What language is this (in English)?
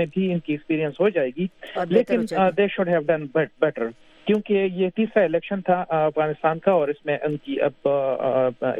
Urdu